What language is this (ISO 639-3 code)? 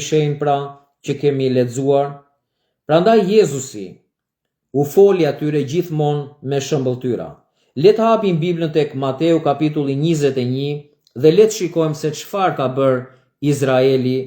sqi